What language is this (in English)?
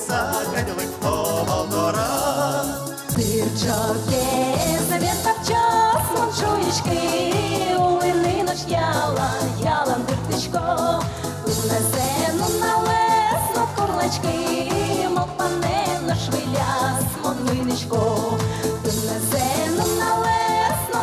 Udmurt